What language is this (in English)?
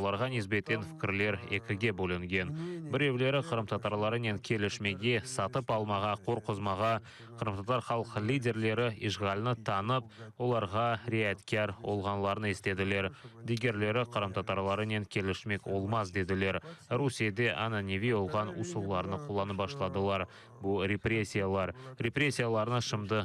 Crimean Tatar